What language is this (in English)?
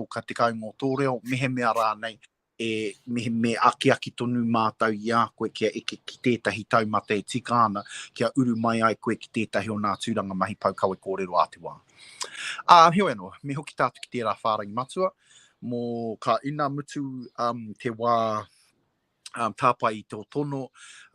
Māori